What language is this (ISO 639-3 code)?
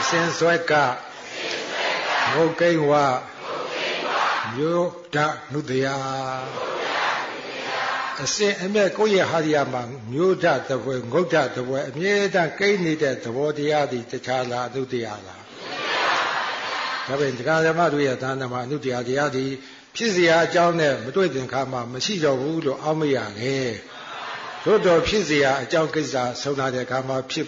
mya